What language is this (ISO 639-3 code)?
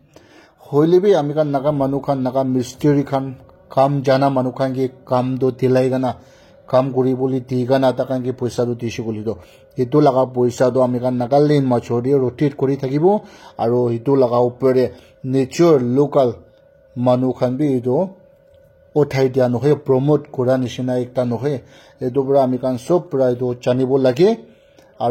nag